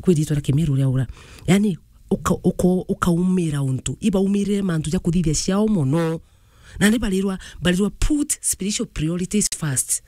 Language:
Meru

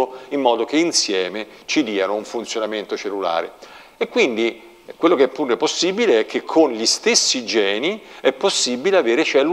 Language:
Italian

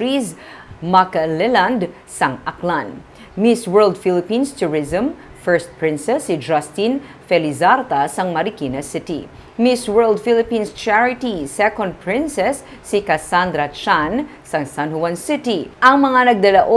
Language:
Hiligaynon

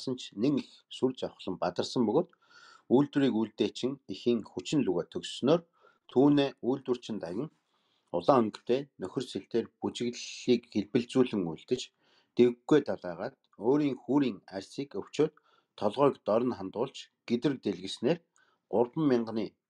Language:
Mongolian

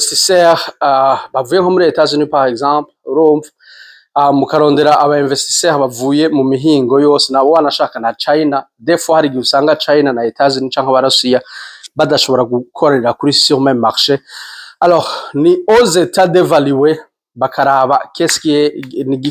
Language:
Rundi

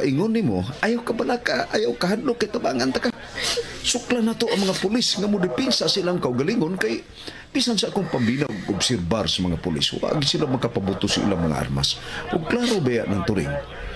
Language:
Cebuano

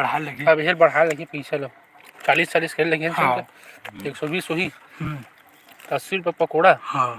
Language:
Chhattisgarhi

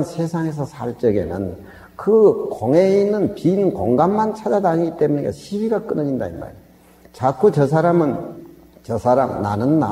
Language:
Korean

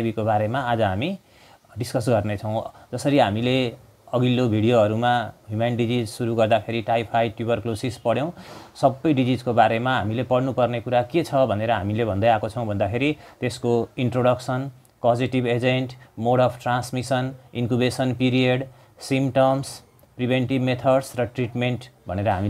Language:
Nepali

